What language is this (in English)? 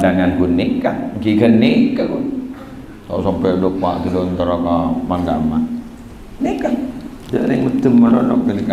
Madurese